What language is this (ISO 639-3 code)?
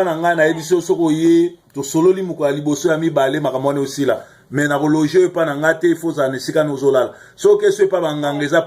lin